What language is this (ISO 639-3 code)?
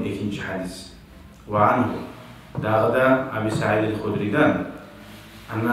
kum